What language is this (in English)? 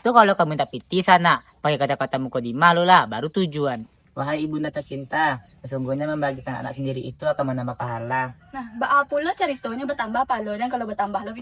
Minangkabau